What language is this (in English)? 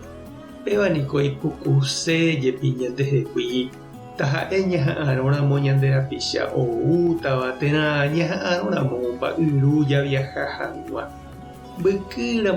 Guarani